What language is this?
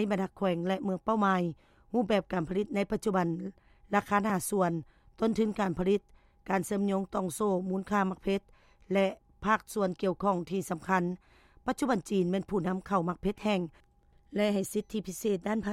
Lao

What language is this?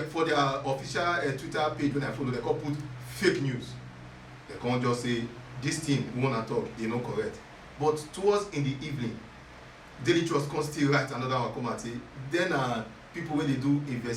Nigerian Pidgin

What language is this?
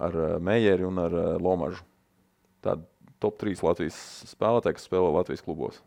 Latvian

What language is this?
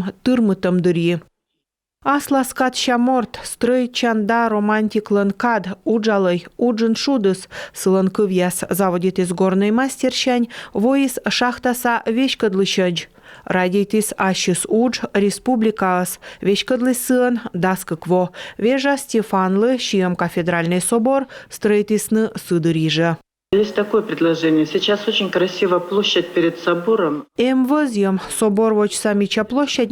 Komi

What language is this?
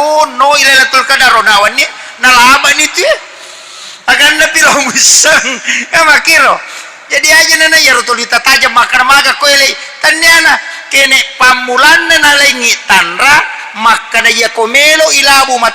Buginese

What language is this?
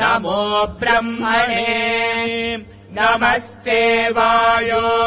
Sanskrit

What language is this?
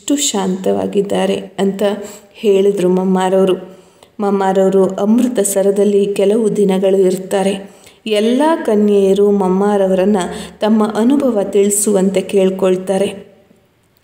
Kannada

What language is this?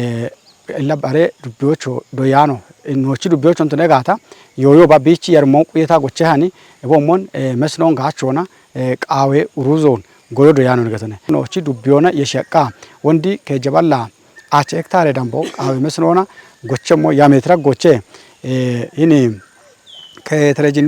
Kafa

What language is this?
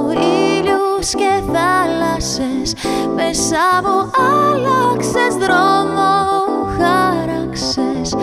Greek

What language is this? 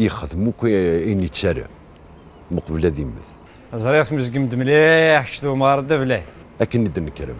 Kabyle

